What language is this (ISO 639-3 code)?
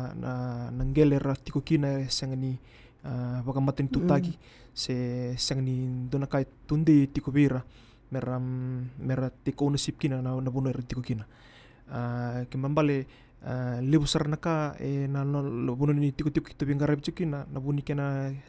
fij